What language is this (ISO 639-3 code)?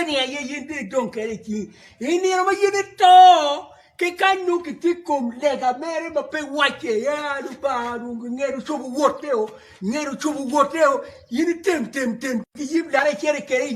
ach